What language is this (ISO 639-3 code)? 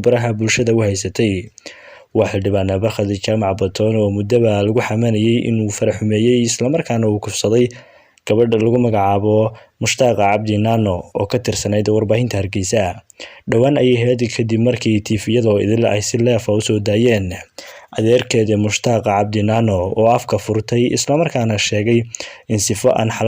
som